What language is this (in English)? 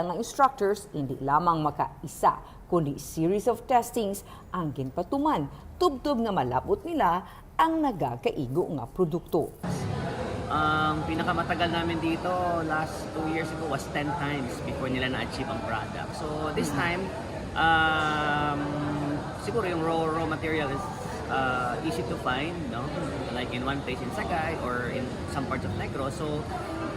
Hiligaynon